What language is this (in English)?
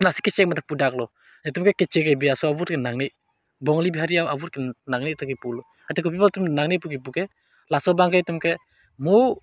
Karbi